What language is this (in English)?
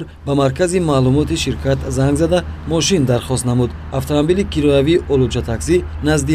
Tajik